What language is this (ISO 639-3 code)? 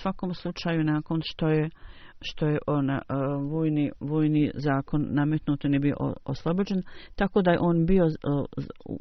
bos